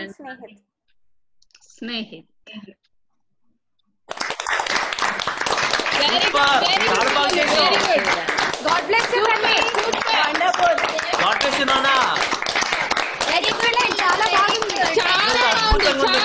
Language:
Telugu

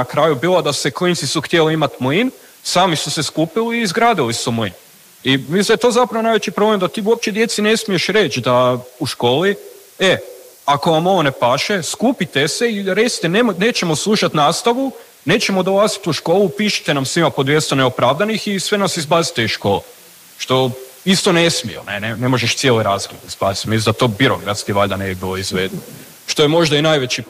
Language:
Croatian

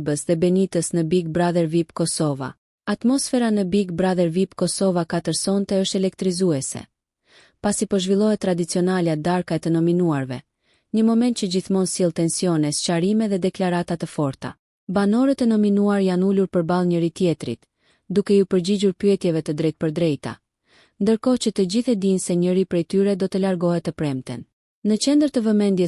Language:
Albanian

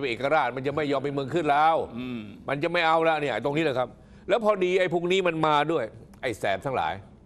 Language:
Thai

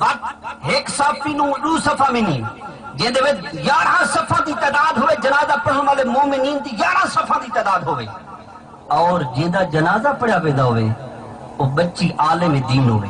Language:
Saraiki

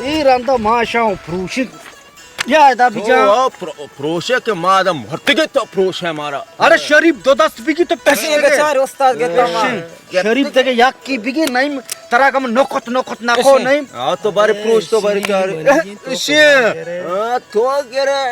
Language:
Baluchi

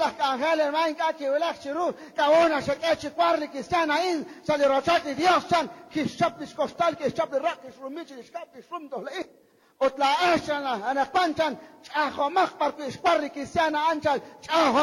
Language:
Kekchí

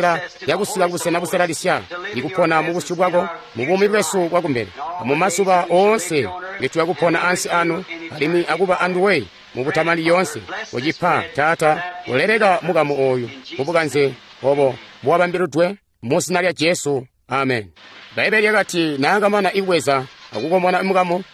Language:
Tonga (Zambia)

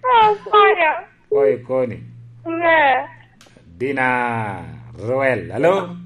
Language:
Lango (Uganda)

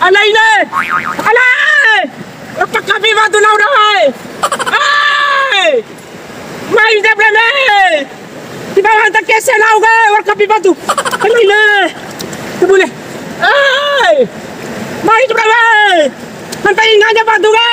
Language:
Bima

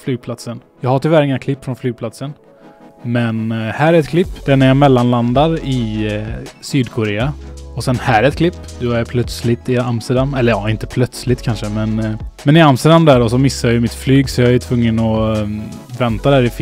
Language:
Swedish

